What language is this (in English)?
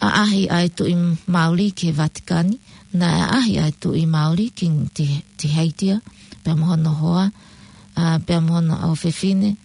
Tongan